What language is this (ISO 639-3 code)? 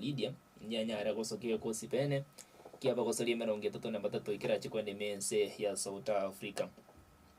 guz